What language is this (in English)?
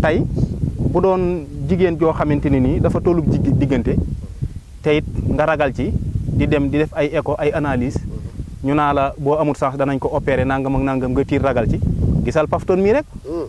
Wolof